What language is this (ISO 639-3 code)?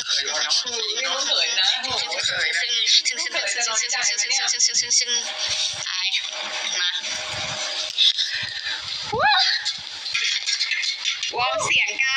tha